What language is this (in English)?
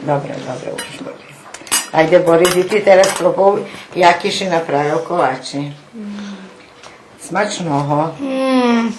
Rusyn